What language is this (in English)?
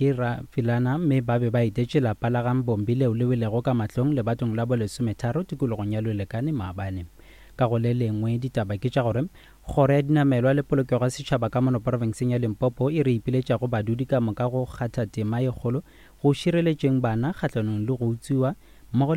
Northern Sotho